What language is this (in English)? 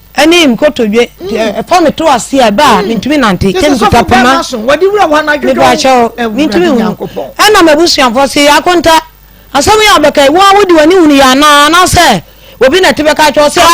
Akan